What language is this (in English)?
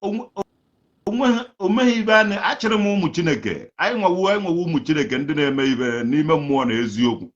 Igbo